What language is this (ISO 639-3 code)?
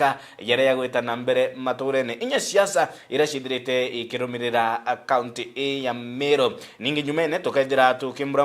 mer